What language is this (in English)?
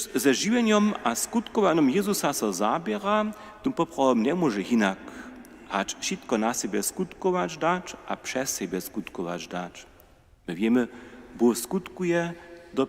Upper Sorbian